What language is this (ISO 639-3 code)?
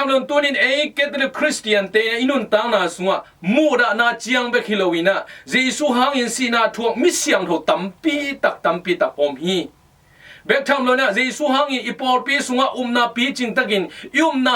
ctd